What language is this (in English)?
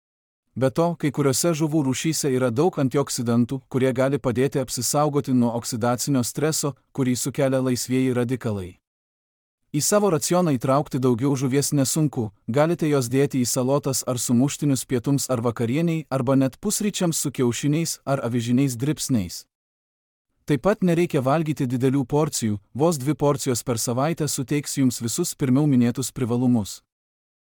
Lithuanian